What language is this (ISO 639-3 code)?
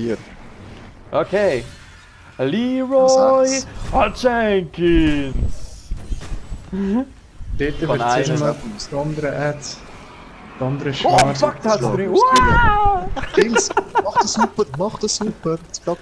gsw